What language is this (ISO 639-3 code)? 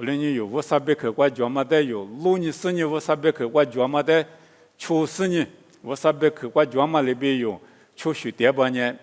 lis